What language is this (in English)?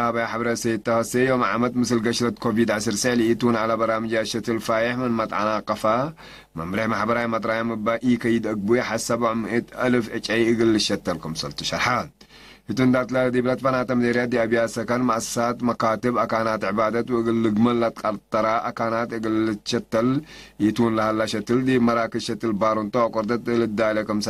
Tigre